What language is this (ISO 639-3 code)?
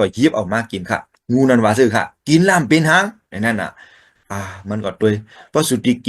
shn